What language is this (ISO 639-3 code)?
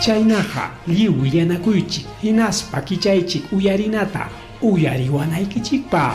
quy